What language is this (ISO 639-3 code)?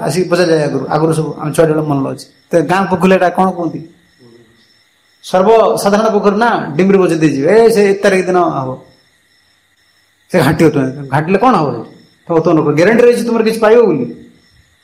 ori